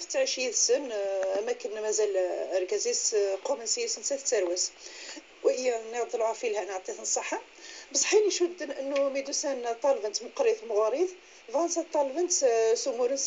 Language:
Kabyle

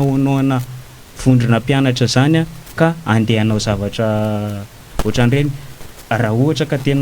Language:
Malagasy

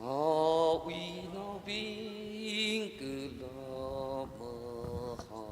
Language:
Tangkhul Naga (India)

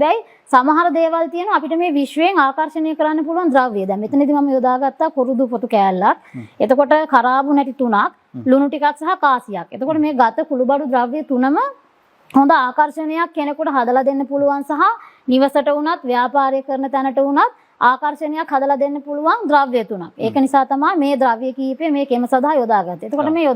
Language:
Sinhala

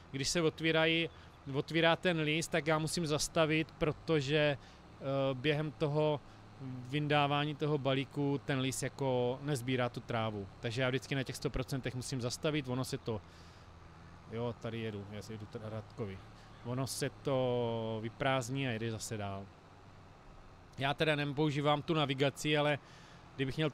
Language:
Czech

